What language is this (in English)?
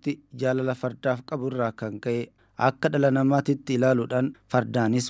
Oromo